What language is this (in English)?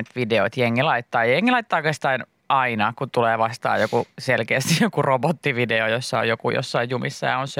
Finnish